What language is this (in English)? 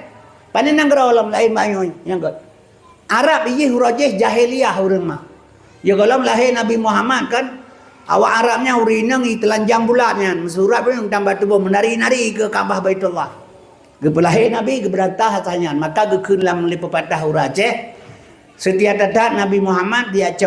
Achinese